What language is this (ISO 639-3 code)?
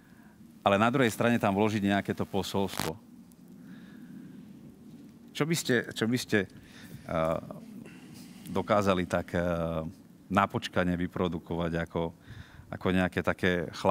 slk